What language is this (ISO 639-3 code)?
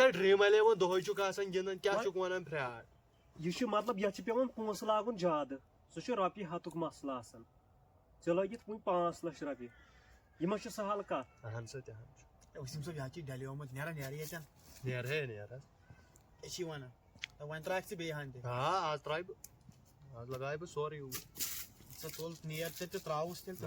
kas